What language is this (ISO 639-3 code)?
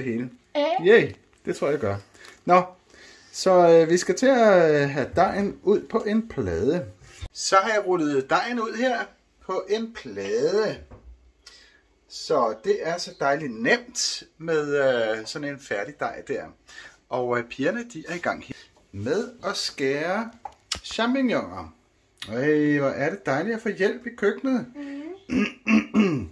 dan